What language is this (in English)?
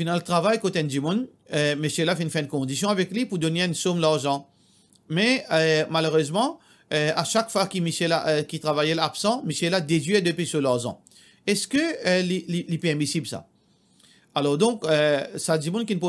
Morisyen